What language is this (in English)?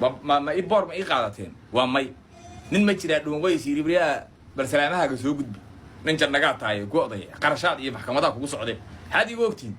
Somali